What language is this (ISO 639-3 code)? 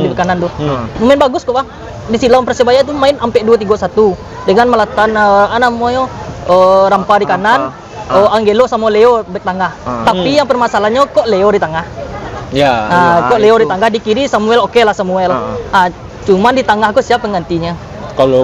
min